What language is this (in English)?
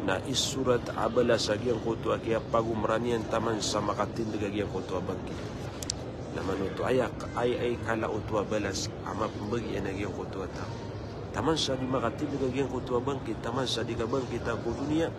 Maranao